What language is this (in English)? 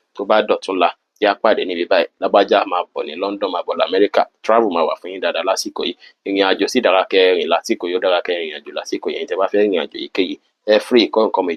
Yoruba